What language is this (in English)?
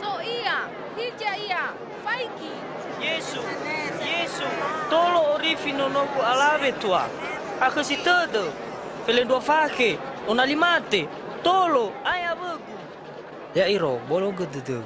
Nias